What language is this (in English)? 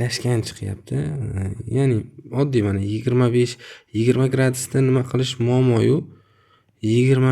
Uzbek